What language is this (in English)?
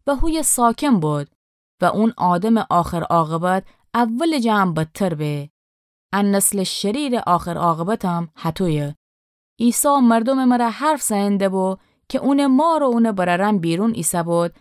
Gilaki